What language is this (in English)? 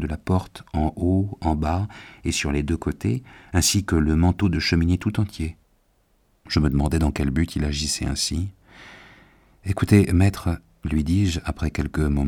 French